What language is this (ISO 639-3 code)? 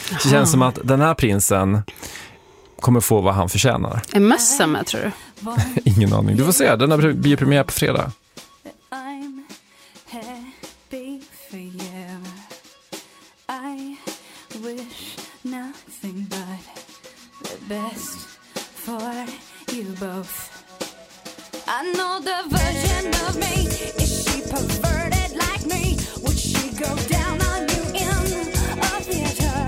swe